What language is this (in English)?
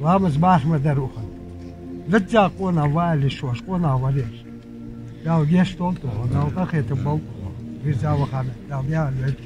Ingush